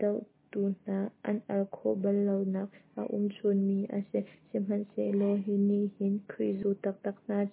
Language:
Hakha Chin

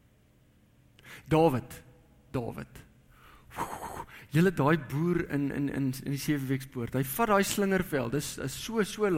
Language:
Afrikaans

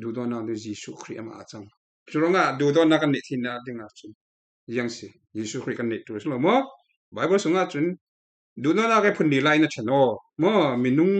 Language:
Falam Chin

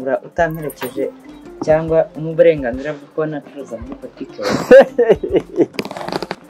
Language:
Kinyarwanda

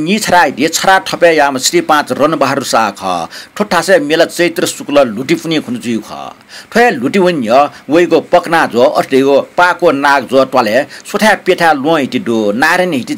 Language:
Newari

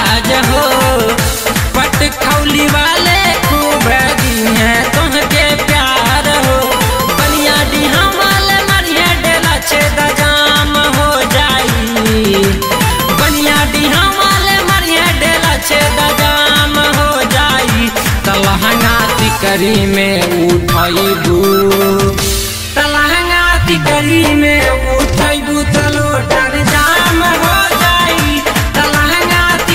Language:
Bhojpuri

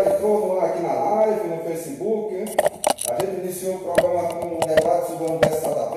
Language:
Portuguese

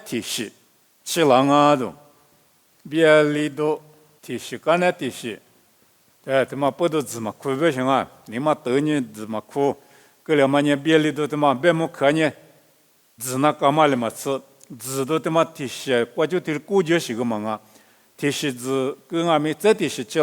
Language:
Lisu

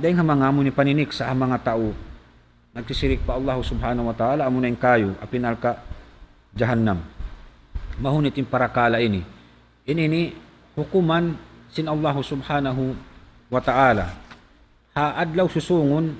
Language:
Tausug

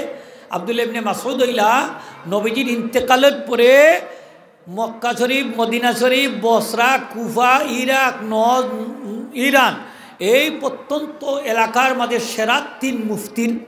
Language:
Sylheti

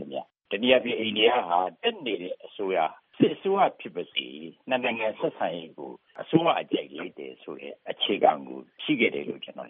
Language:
Burmese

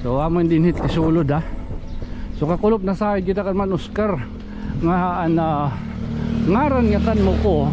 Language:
Waray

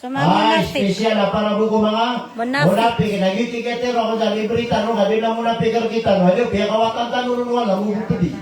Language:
Maranao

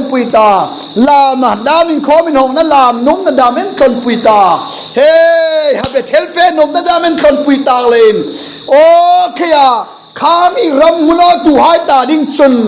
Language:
Hmar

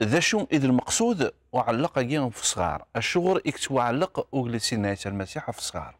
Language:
Kabyle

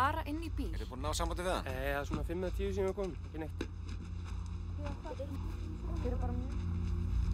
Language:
Icelandic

